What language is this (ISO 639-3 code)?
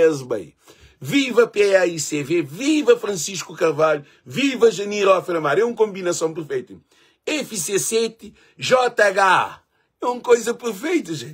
kea